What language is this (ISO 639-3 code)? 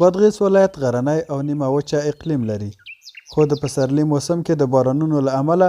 pus